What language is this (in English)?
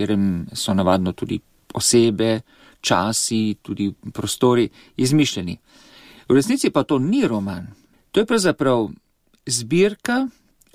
Slovenian